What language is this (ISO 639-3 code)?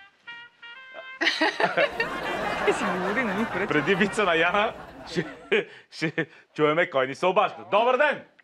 bul